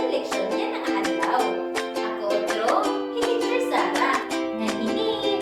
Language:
Waray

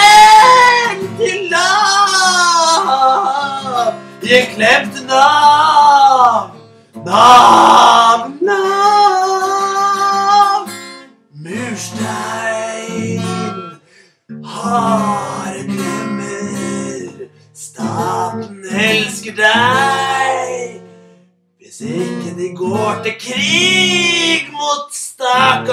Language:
Norwegian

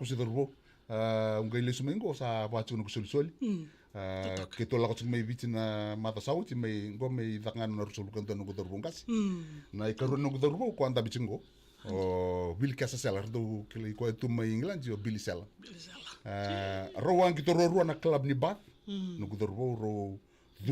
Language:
Fijian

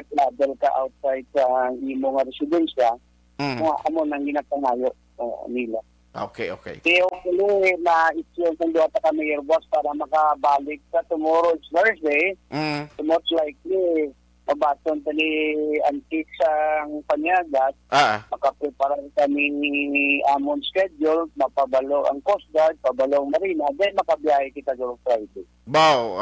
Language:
Hiligaynon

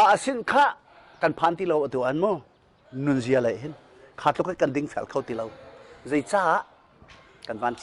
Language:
Hakha Chin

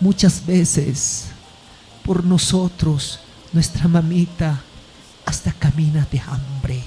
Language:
Ayacucho Quechua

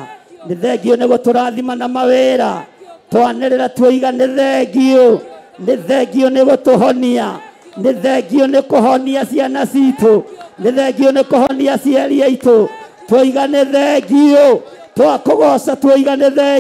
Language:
Kikuyu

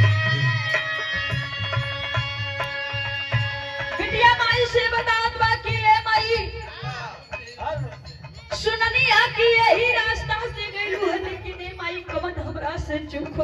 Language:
Bhojpuri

